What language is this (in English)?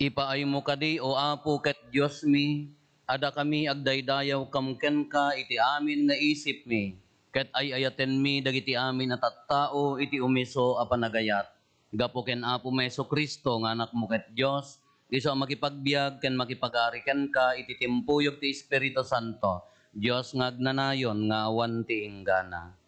Iloko